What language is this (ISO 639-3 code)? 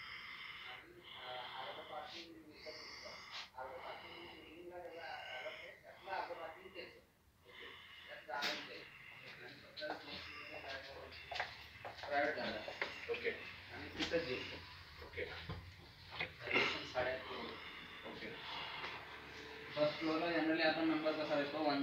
mar